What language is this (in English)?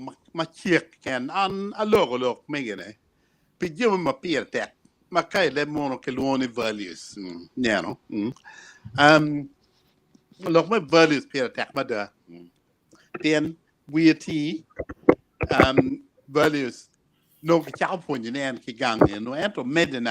Acoli